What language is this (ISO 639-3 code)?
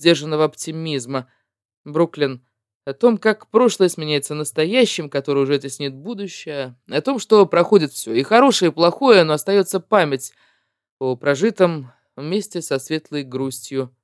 rus